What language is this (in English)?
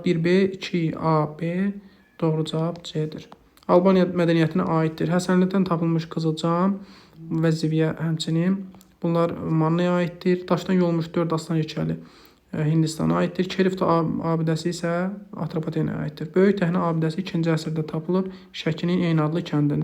Azerbaijani